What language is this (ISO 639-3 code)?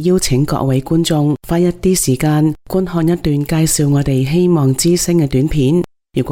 yue